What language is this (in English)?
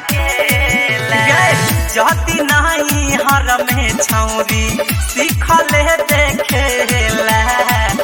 Bhojpuri